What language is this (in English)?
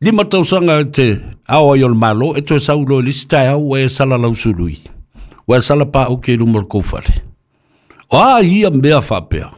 Samoan